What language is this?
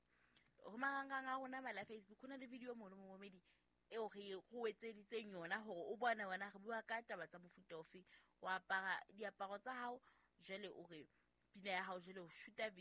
Southern Sotho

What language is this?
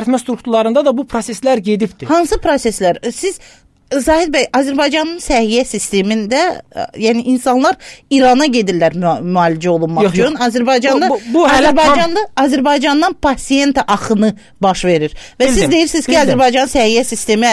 Azerbaijani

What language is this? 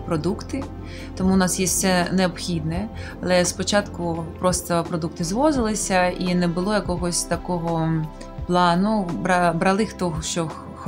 Ukrainian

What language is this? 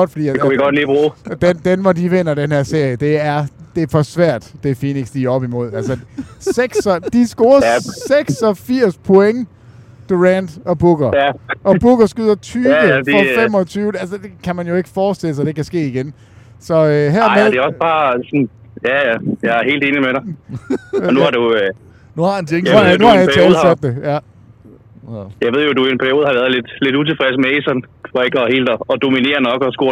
Danish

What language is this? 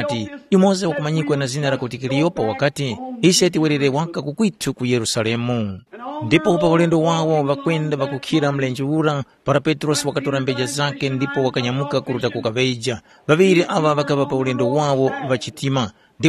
Tumbuka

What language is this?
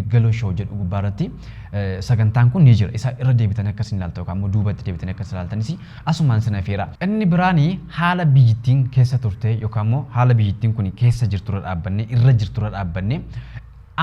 Oromo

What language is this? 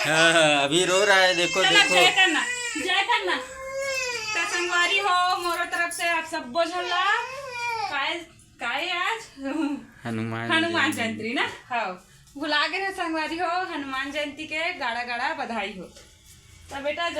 Chhattisgarhi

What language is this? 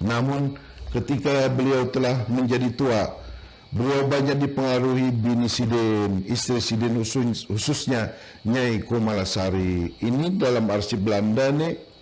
Banjar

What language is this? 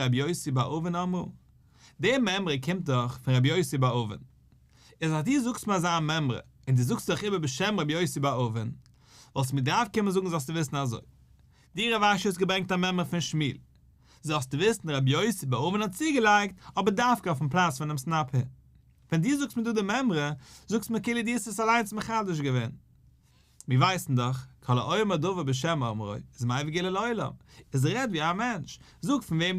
Yiddish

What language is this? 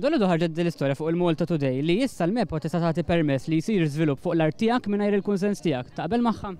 Maltese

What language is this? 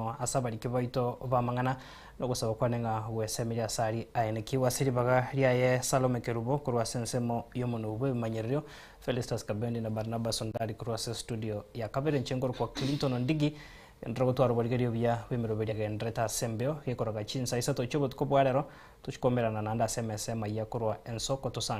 Gusii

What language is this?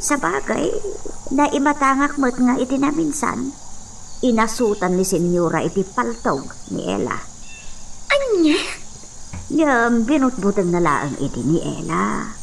Iloko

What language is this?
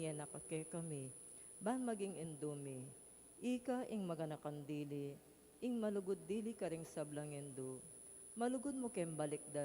Pampanga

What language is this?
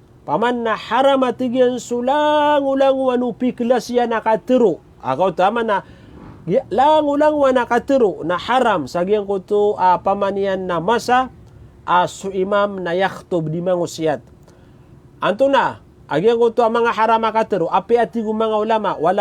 Maranao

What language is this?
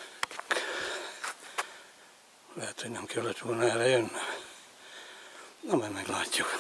Hungarian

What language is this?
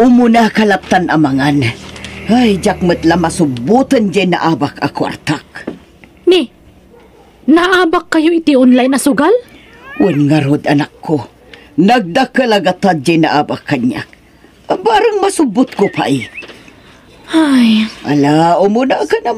Iloko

